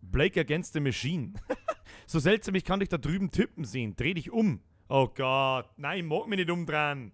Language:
Bavarian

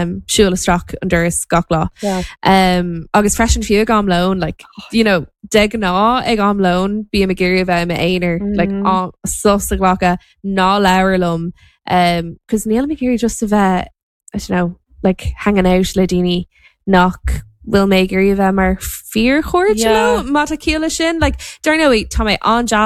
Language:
Irish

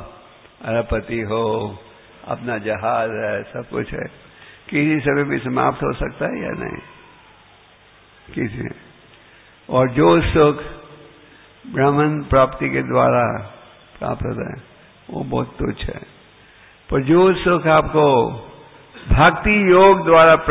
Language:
Hindi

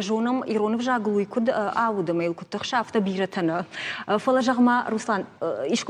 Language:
Ossetic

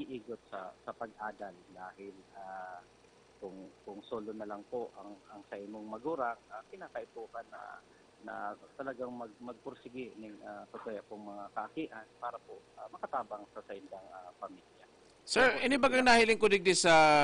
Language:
Bikol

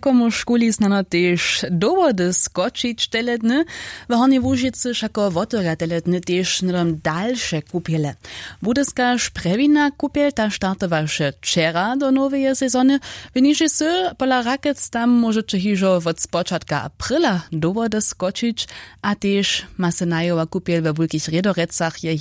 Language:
Upper Sorbian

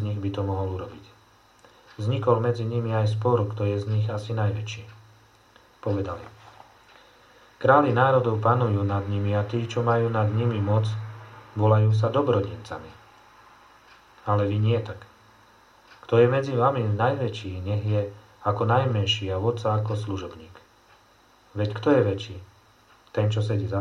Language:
Slovak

